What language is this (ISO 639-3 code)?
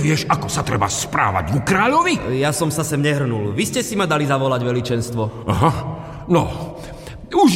slk